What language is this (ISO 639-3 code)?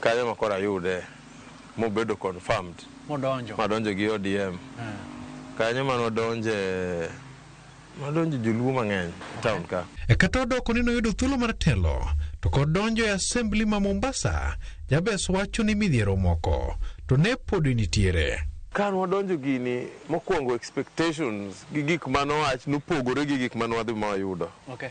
luo